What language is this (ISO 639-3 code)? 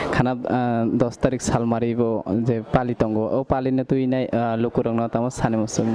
trp